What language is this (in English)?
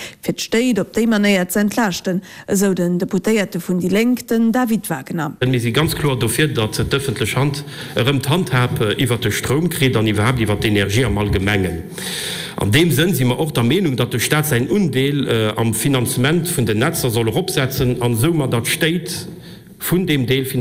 Luxembourgish